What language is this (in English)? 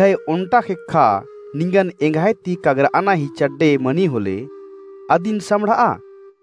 Kurukh